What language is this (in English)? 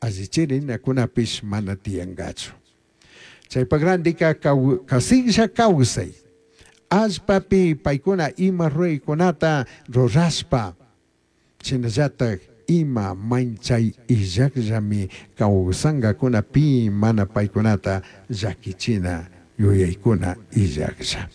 Chimborazo Highland Quichua